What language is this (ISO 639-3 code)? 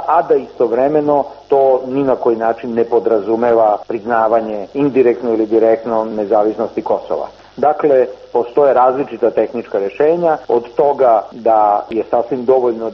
srp